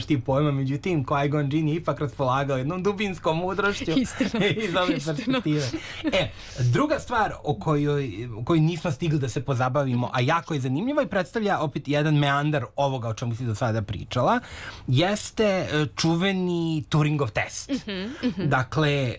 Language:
Serbian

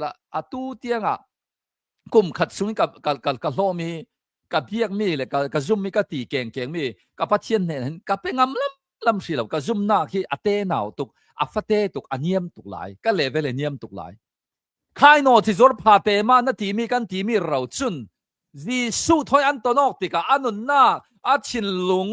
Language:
Hakha Chin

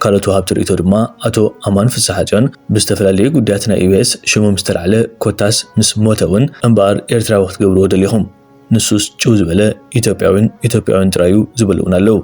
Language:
Tigrinya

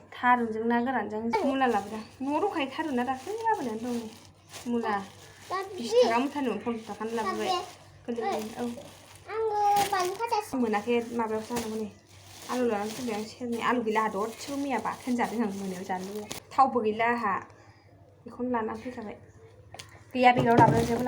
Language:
Bodo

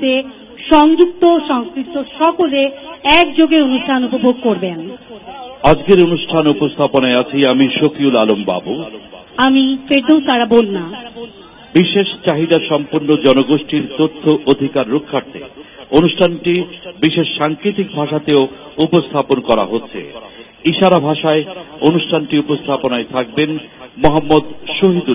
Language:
Bangla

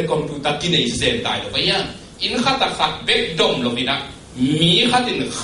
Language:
Tedim Chin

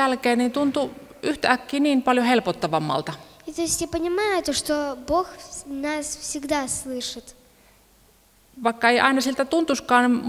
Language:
Finnish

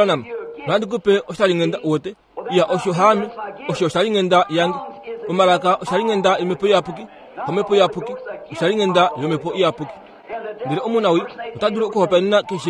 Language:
Kuanyama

